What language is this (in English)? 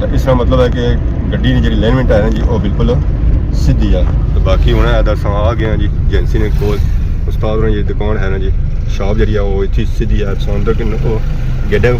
Pahari-Potwari